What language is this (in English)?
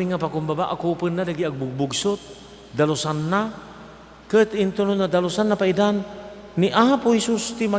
Iloko